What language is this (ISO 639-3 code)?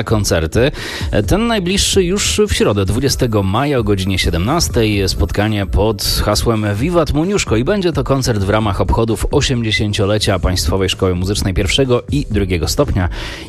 pol